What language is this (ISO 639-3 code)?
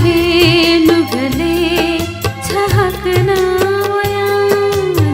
new